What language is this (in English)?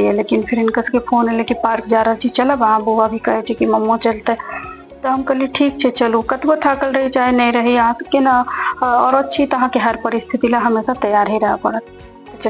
Maithili